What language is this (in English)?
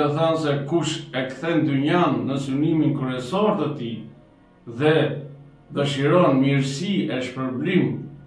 Albanian